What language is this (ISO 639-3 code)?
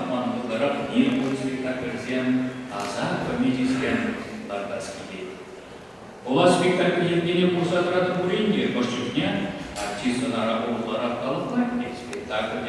chv